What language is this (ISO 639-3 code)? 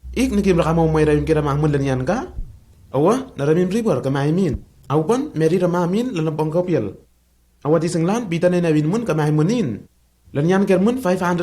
tnl